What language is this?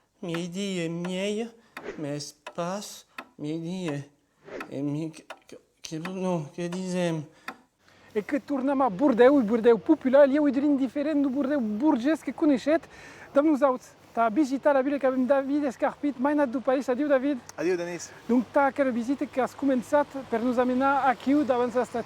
Occitan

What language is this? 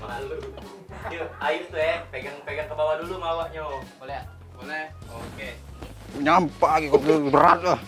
Musi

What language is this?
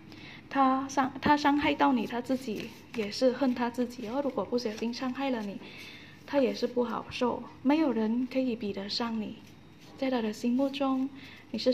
Chinese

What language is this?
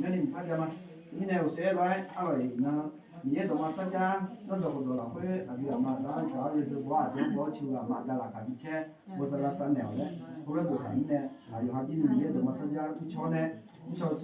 Akha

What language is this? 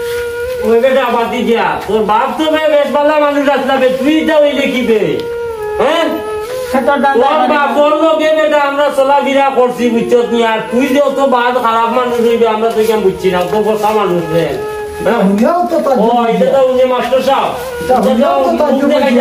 Sylheti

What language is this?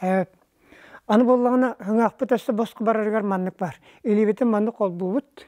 Yakut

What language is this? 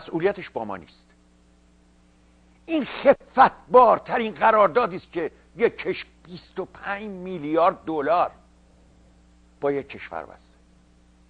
Persian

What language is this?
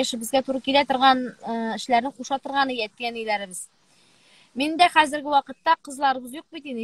Tatar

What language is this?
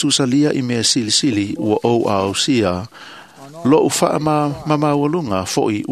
Samoan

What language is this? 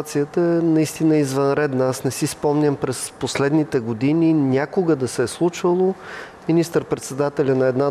Bulgarian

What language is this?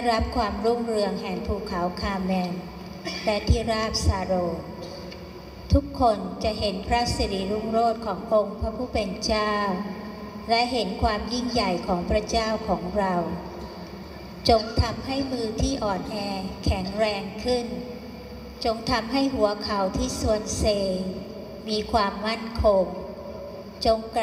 Thai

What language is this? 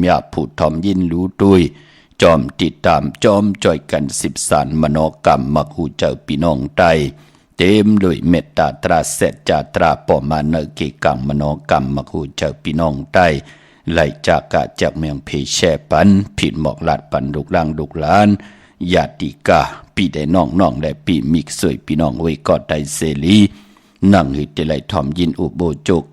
Shan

